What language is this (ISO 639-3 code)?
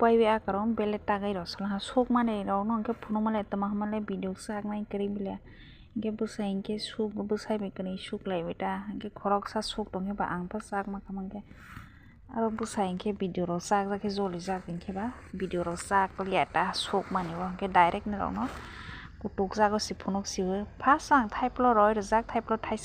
trp